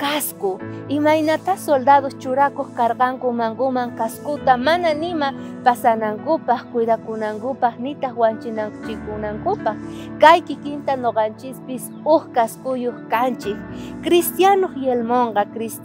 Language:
South Bolivian Quechua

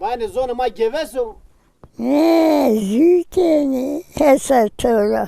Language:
Zaza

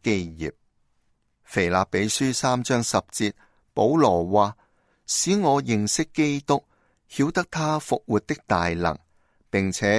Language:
Cantonese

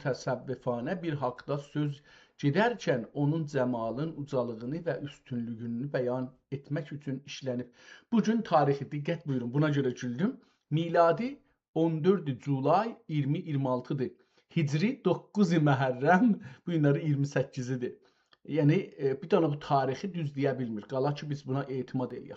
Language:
South Azerbaijani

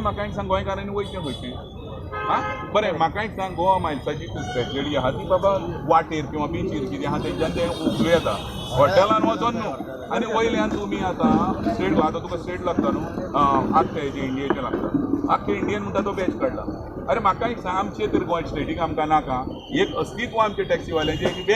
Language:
Konkani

